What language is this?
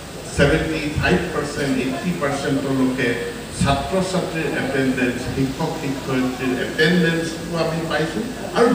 Assamese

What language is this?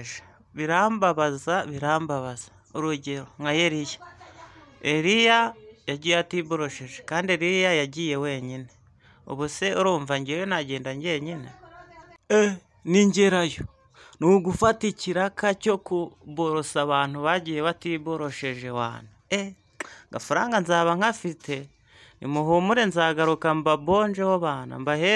Kinyarwanda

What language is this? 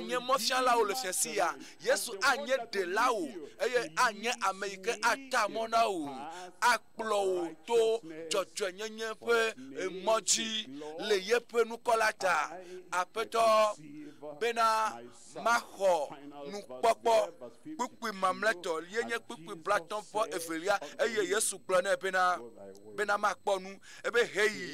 Ewe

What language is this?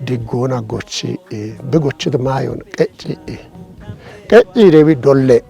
Kafa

